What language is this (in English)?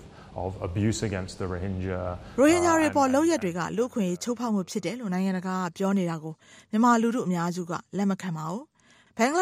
Burmese